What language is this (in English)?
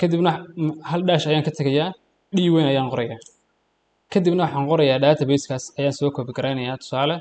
Somali